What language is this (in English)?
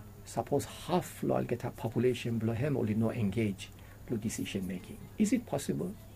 Bislama